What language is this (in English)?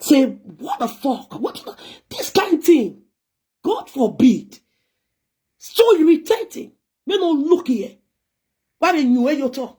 Nigerian Pidgin